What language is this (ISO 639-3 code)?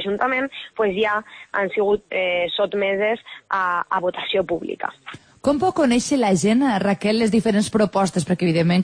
cat